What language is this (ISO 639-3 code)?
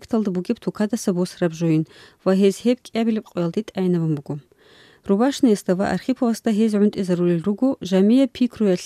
ava